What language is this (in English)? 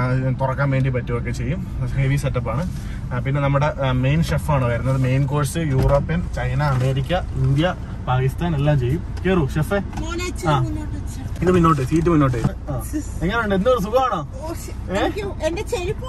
Malayalam